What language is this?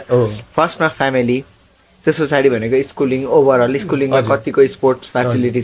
Nepali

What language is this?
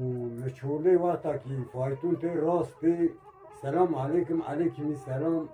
Kurdish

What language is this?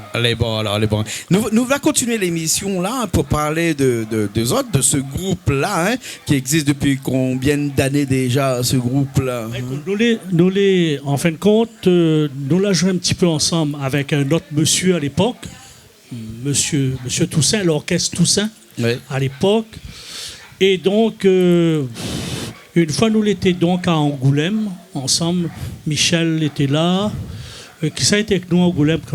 Réunion Creole French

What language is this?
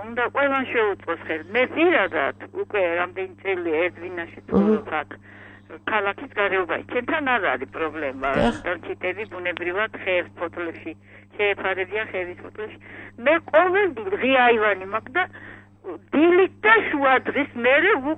Georgian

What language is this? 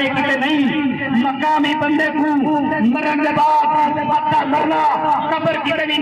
Saraiki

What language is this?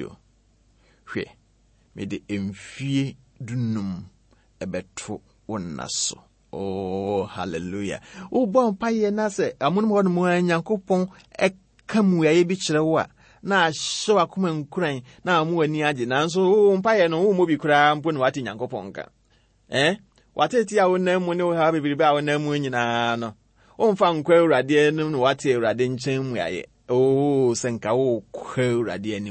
Akan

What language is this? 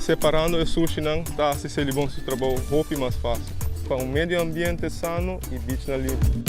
Papiamento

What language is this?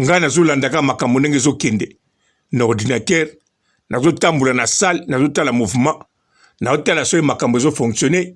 Lingala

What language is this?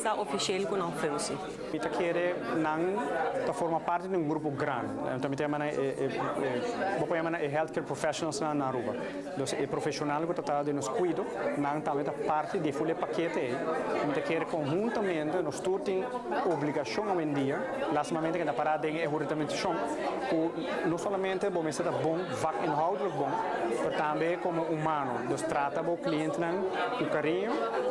Papiamento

